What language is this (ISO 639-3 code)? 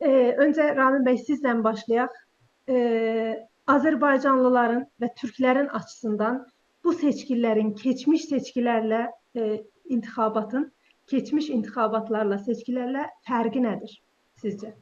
azb